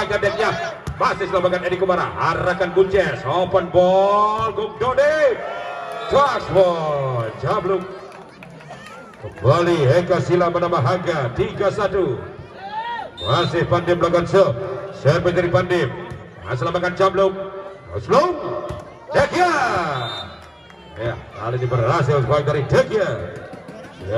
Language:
Indonesian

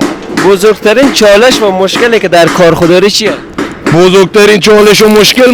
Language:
Persian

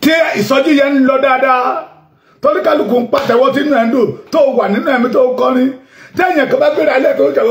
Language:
Yoruba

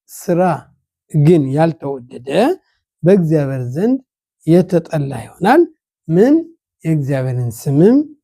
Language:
Amharic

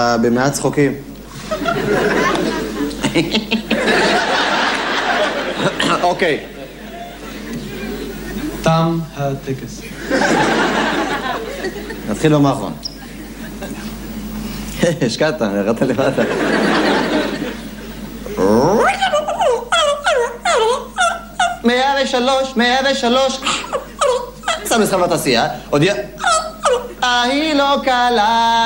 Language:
Hebrew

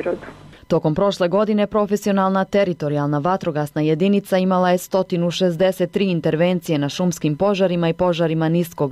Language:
Bosnian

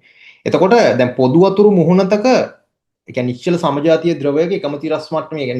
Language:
Sinhala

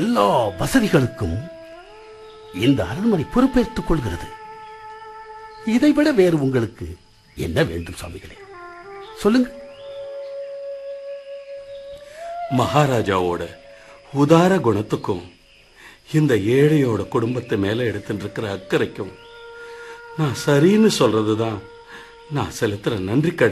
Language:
Tamil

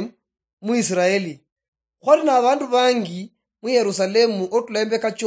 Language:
Luyia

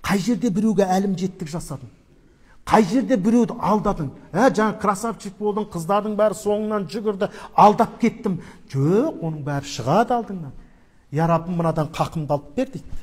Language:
Kazakh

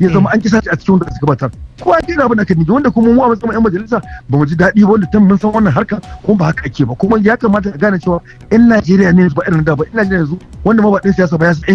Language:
Hausa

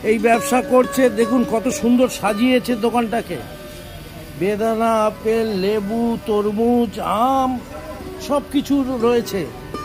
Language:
Bangla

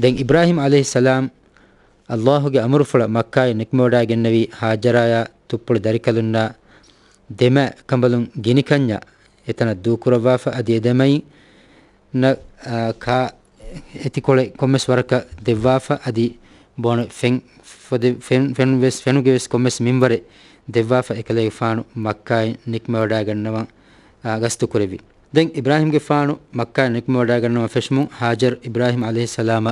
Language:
Divehi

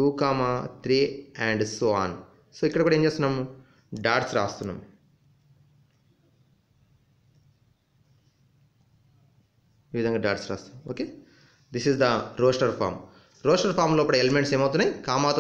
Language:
Telugu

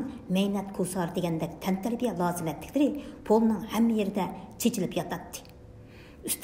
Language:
Uyghur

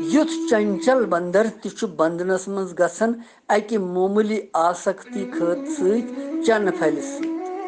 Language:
Kashmiri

